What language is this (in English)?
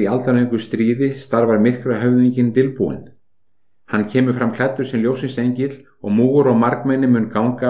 Icelandic